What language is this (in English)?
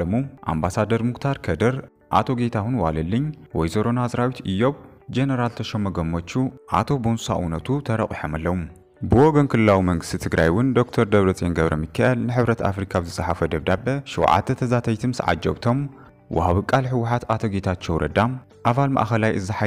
Tigrinya